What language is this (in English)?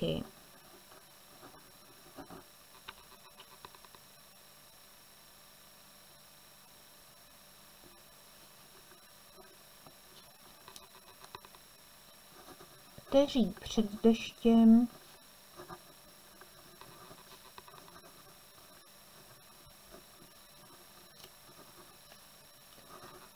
Czech